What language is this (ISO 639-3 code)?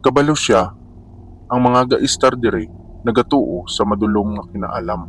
hil